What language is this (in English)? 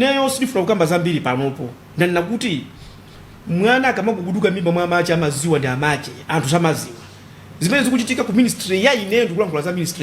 Nyanja